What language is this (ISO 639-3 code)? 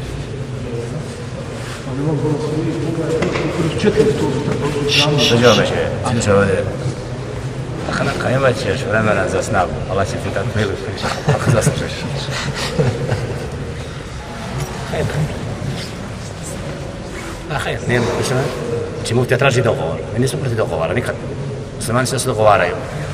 bos